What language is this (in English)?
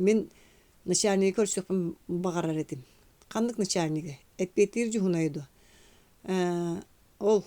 Yakut